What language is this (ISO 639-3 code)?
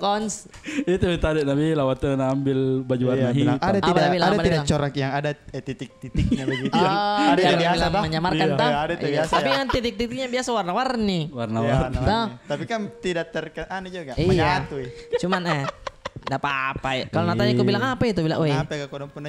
mfp